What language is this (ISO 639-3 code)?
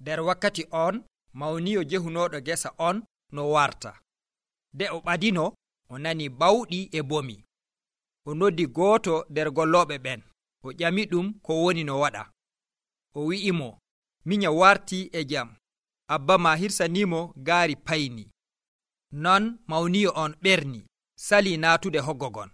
fuv